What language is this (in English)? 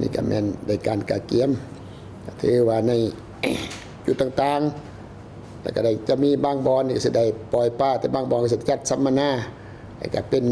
Lao